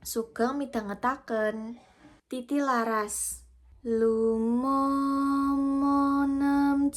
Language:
Javanese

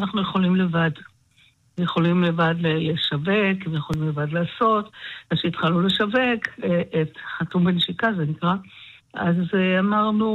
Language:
Hebrew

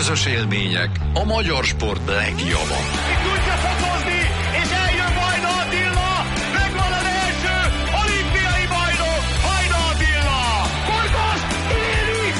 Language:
Hungarian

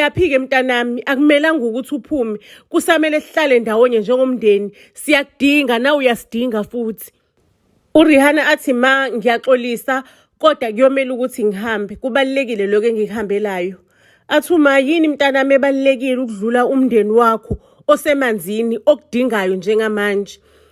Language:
Zulu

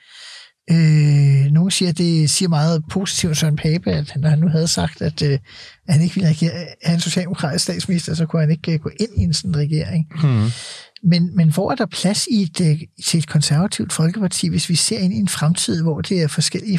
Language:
Danish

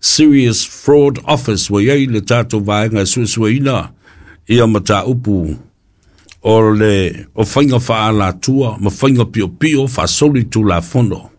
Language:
Samoan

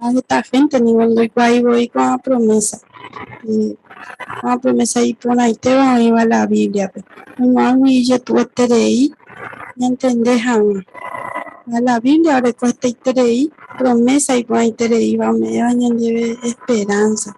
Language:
Guarani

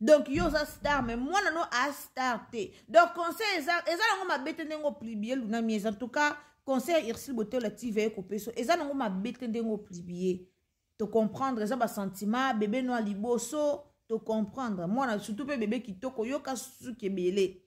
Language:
Lingala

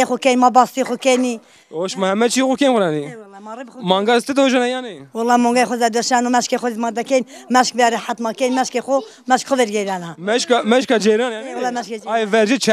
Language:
Zaza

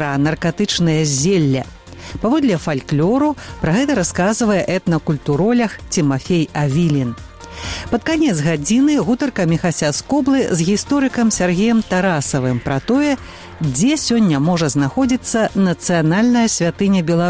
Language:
Belarusian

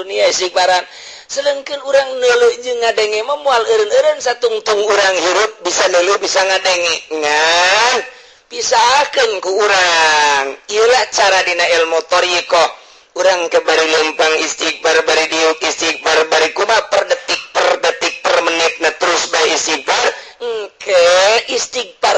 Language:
Sundanese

